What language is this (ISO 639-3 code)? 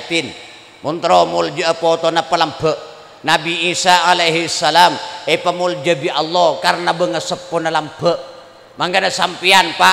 mad